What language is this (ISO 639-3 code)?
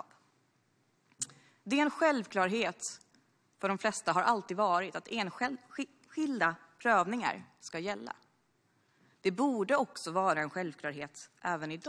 swe